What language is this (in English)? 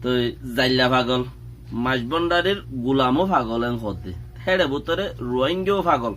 Rohingya